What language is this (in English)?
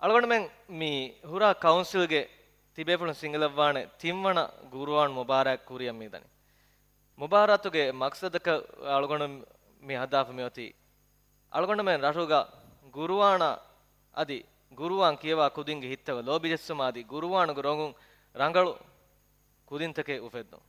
Divehi